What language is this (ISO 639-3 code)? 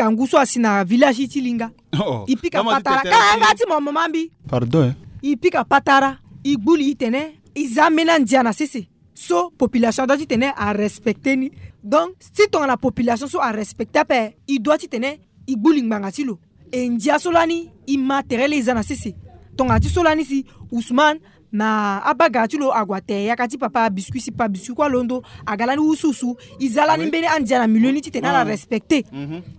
sag